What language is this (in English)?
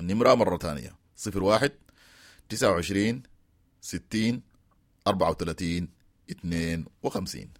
Sudanese Arabic